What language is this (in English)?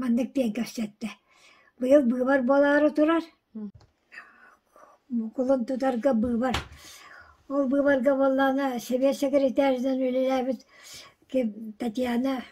Yakut